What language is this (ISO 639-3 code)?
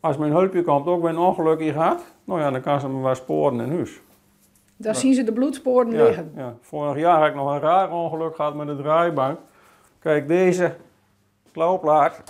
fry